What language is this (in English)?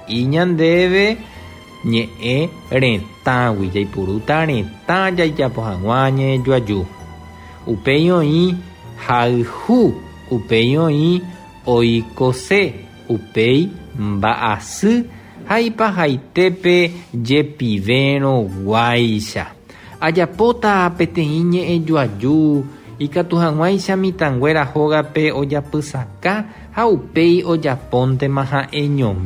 Guarani